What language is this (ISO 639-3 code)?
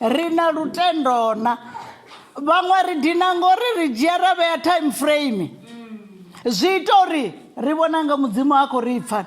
ven